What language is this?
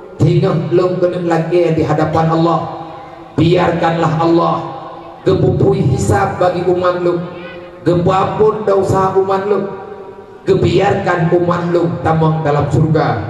Achinese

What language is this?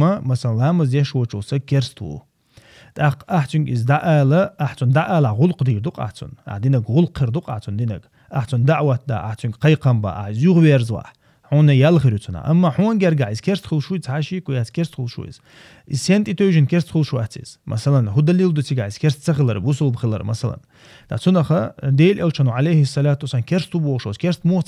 Chechen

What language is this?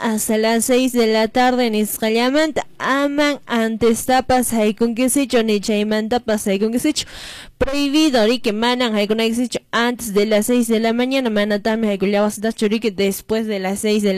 Quechua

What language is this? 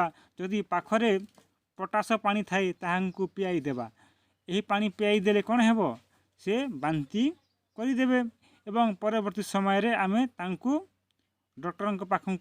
Odia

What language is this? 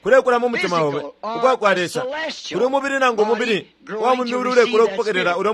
Bemba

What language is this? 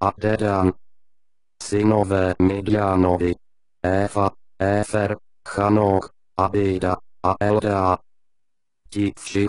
Czech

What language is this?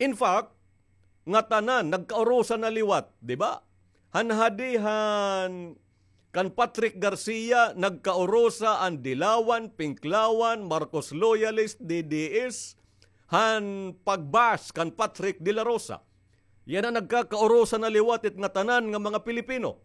Waray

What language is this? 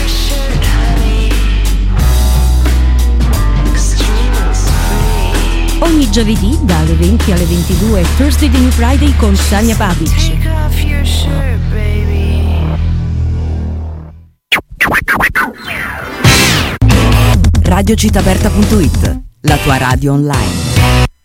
Italian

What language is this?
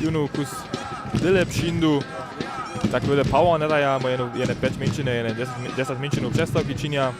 Upper Sorbian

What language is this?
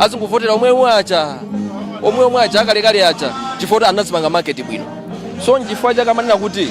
Nyanja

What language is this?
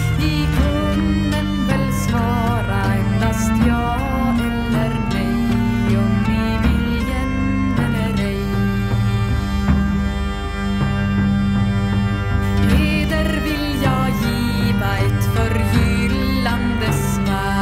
Swedish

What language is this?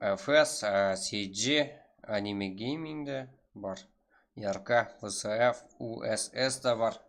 Kara-Kalpak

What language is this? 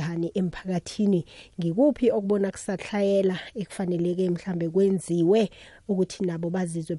South Ndebele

